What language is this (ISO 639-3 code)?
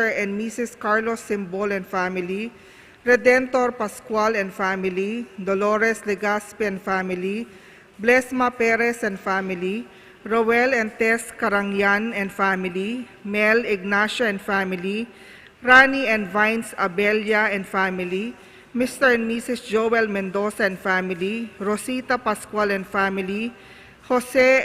pam